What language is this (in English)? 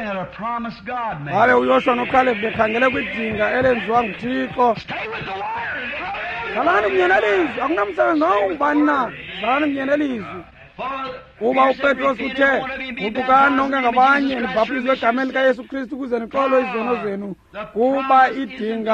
Xhosa